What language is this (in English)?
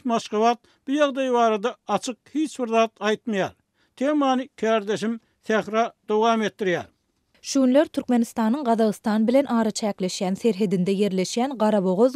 Turkmen